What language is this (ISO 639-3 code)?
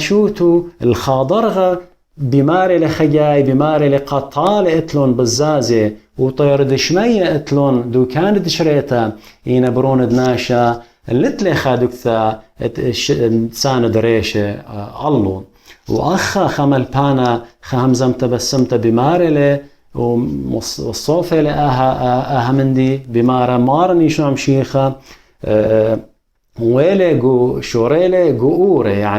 aii